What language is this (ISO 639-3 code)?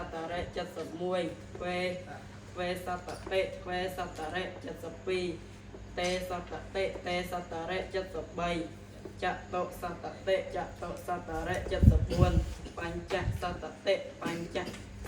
khm